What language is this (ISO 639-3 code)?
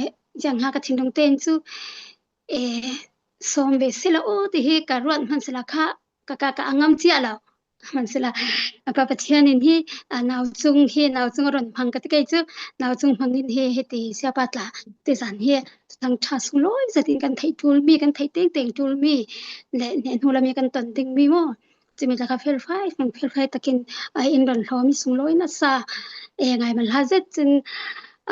cfm